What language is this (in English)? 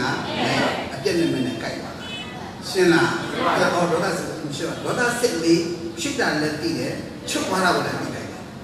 Burmese